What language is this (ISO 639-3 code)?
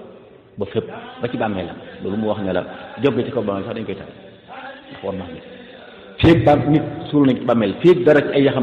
wol